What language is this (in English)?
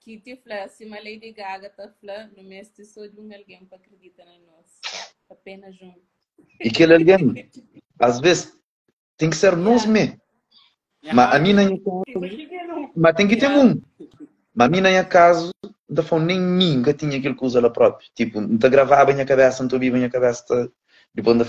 Kabuverdianu